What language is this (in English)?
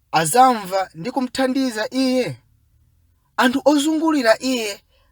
Nyanja